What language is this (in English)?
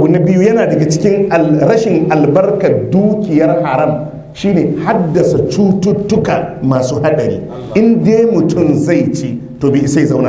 Hausa